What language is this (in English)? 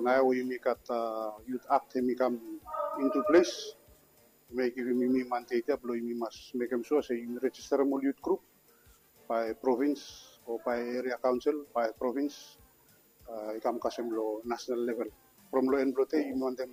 Bislama